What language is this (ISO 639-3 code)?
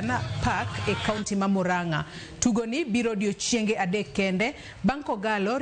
luo